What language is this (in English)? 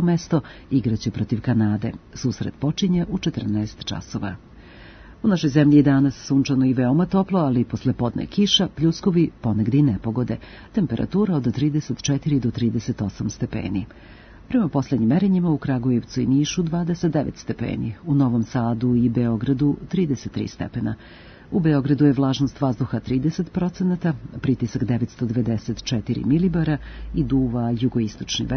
Serbian